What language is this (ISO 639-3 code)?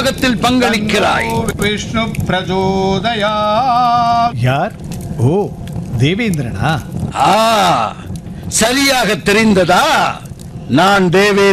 tam